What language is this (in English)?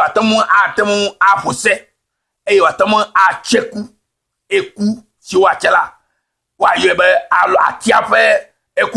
Ewe